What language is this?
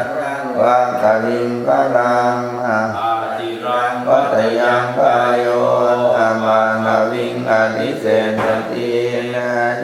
Pali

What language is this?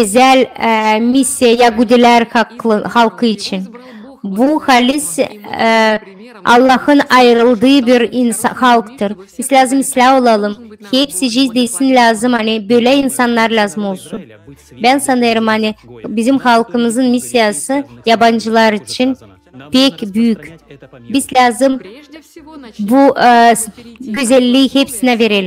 Gagauz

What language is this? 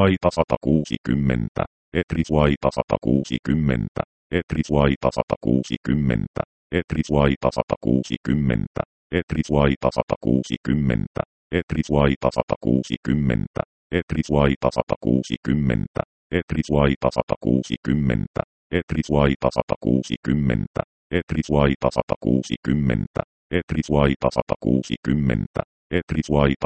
Finnish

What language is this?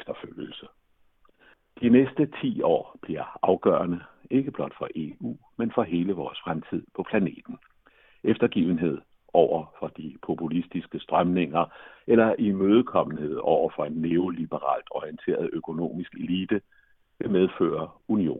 Danish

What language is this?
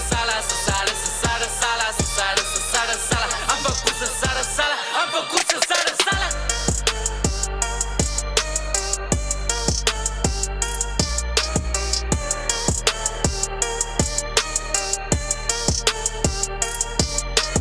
Romanian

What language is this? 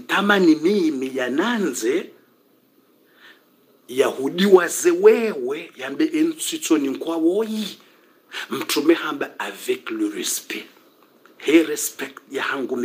Swahili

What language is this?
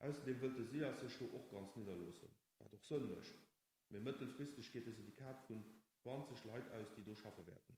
Luxembourgish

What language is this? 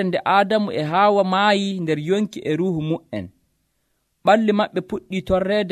Nigerian Fulfulde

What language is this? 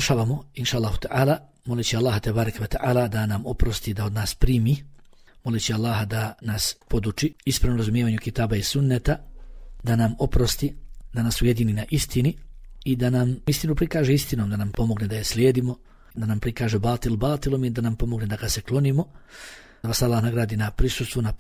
Bosnian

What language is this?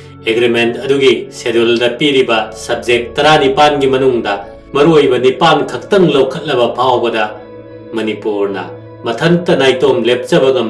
Manipuri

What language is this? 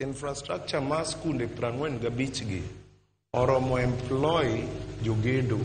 Luo (Kenya and Tanzania)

